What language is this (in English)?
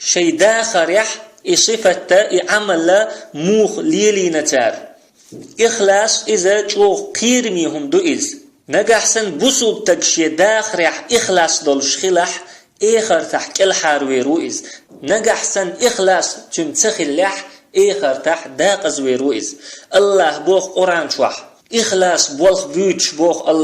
Chechen